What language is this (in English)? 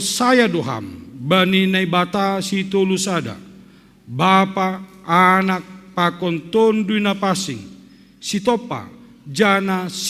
Batak Simalungun